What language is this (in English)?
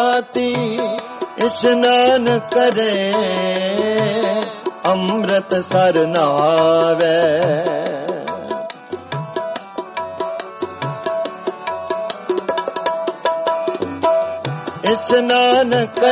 Punjabi